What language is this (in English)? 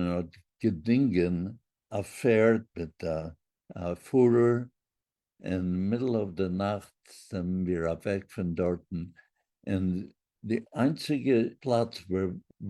Yiddish